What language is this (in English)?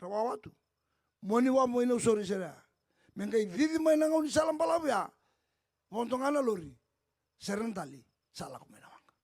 Fijian